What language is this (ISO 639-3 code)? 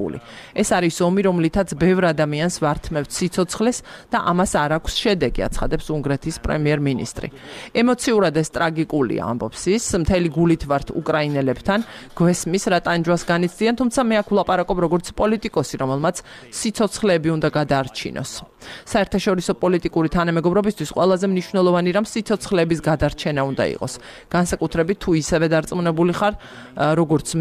kat